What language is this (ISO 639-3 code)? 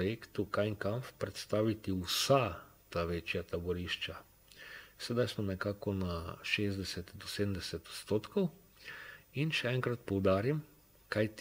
slv